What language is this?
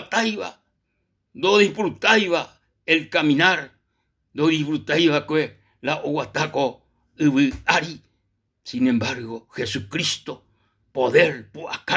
Guarani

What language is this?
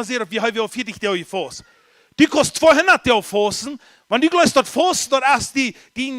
Plautdietsch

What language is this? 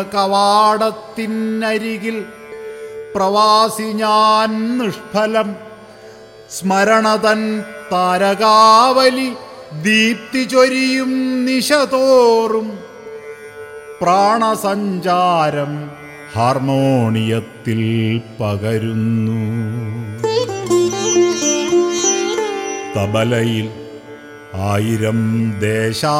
Malayalam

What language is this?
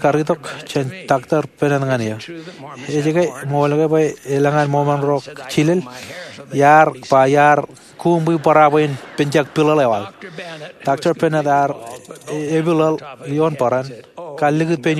Marshallese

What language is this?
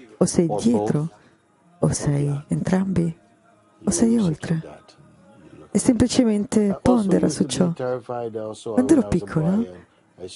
Italian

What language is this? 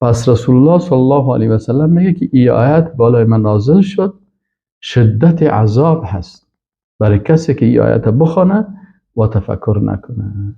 Persian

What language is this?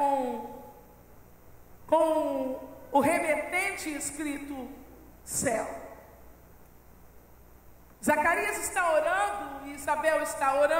Portuguese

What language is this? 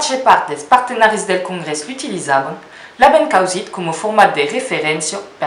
Occitan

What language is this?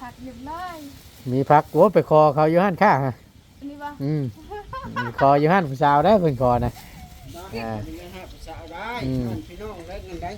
Northeastern Thai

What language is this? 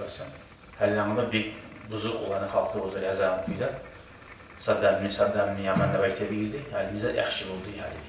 Kumyk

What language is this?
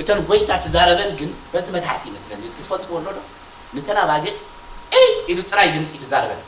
Tigrinya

